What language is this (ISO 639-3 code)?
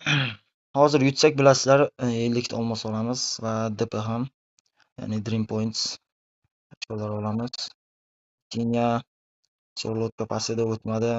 uzb